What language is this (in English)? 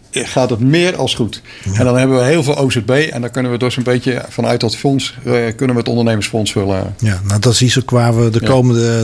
Dutch